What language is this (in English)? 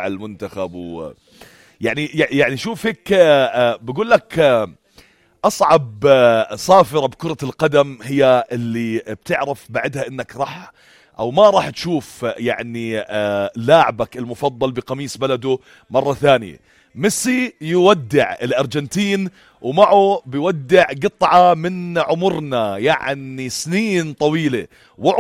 North Levantine Arabic